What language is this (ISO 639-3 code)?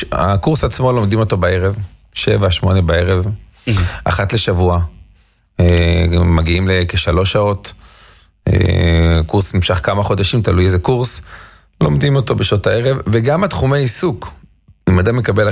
heb